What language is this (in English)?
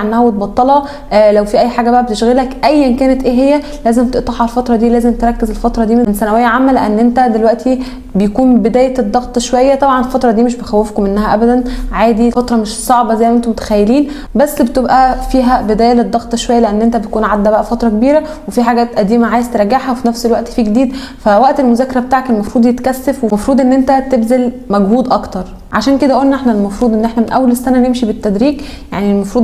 Egyptian Arabic